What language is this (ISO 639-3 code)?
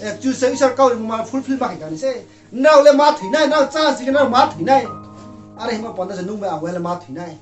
ria